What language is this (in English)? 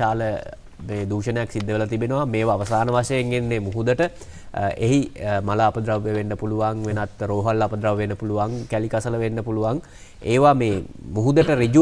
Sinhala